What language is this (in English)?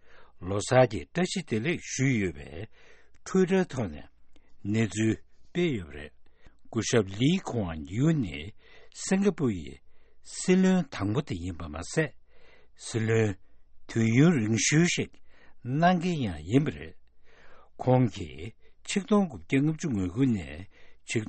Tibetan